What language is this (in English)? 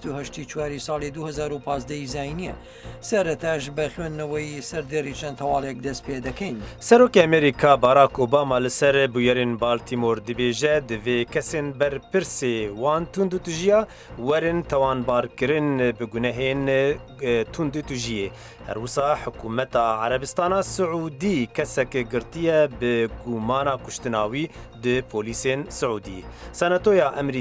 Central Kurdish